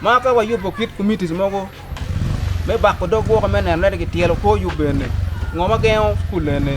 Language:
Acoli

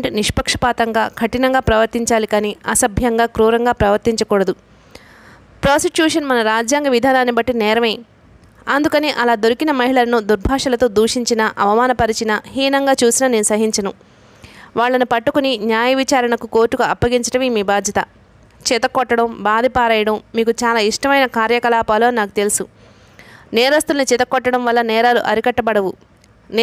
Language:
Telugu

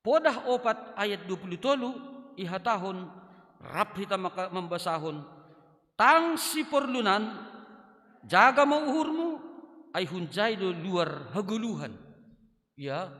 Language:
Batak Simalungun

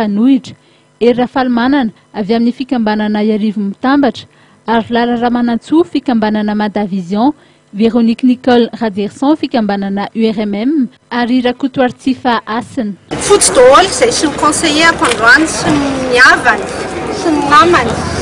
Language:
Malagasy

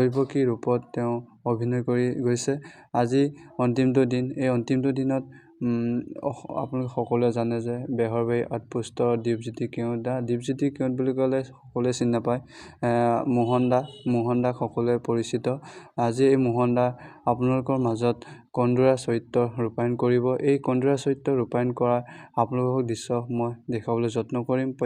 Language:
Assamese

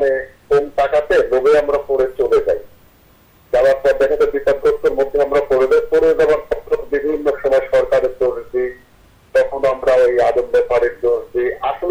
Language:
Bangla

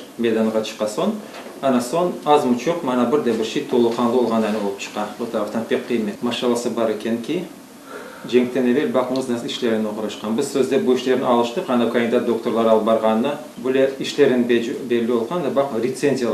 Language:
Crimean Tatar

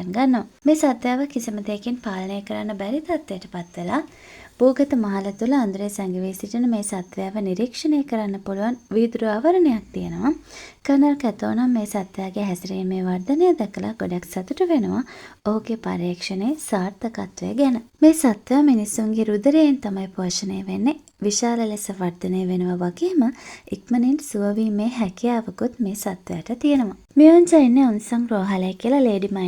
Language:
Sinhala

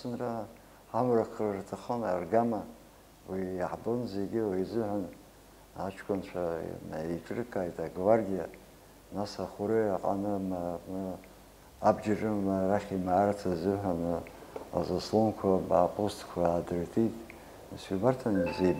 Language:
Abkhazian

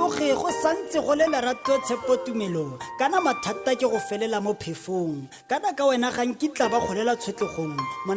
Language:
Tswana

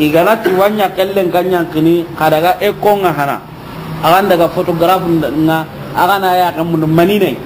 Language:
Soninke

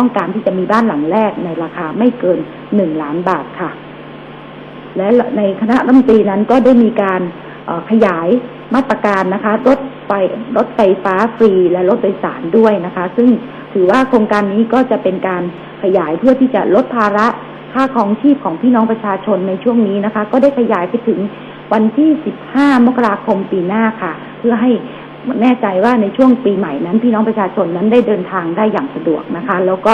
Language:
Thai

